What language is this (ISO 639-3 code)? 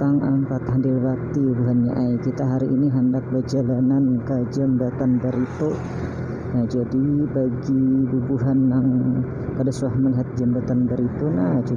bjn